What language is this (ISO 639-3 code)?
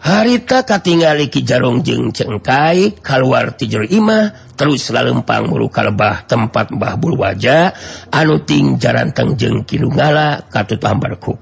sun